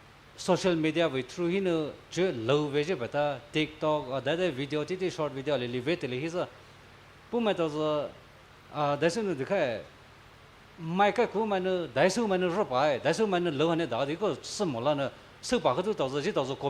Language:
Poumei Naga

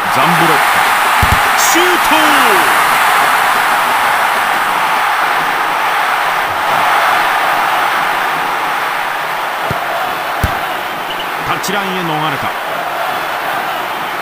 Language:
Japanese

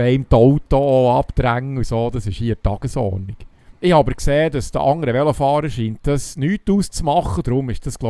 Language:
Swiss German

